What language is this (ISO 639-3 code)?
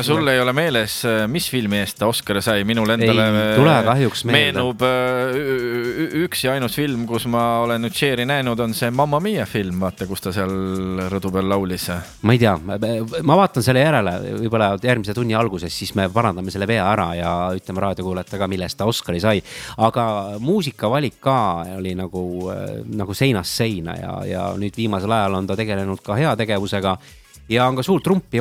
est